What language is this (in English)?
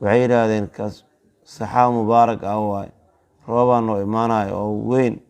Somali